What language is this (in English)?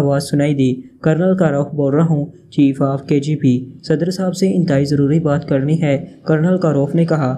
Urdu